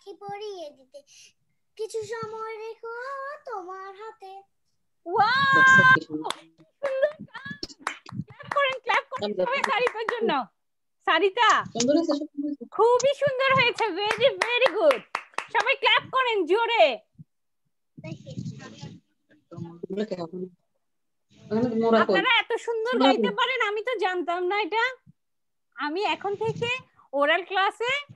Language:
Bangla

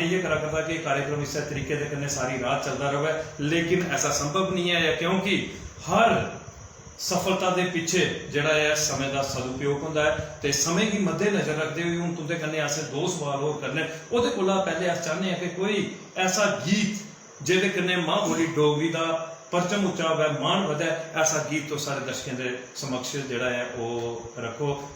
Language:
Dogri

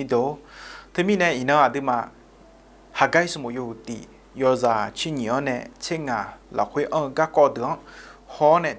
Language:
Akha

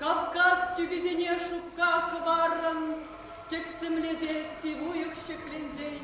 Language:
Chuvash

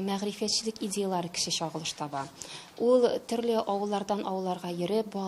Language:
Tatar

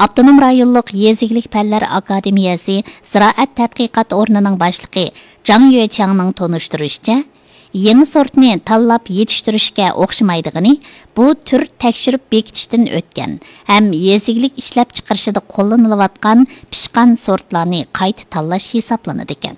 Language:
Uyghur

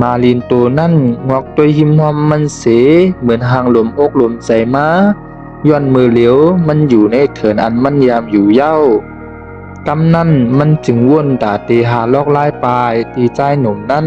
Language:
Shan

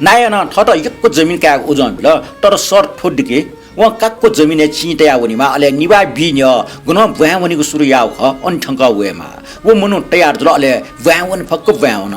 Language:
Newari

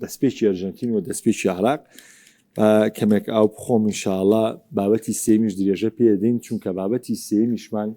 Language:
Central Kurdish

